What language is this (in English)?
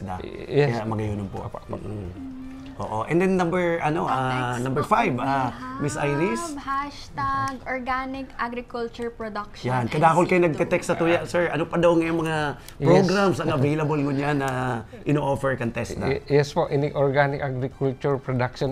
Bikol